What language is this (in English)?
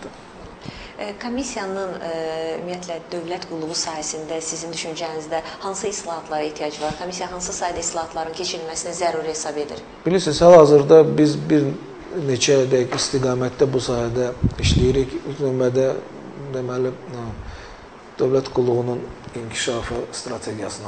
Azerbaijani